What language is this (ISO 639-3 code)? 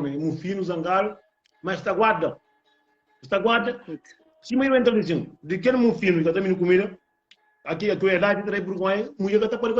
kea